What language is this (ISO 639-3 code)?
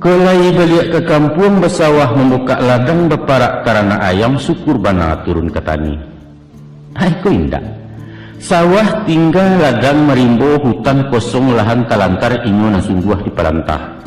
min